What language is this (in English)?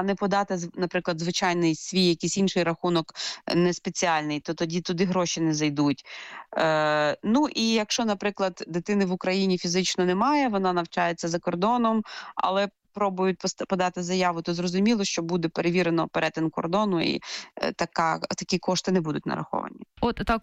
Ukrainian